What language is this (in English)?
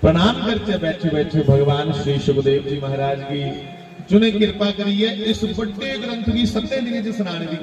Dogri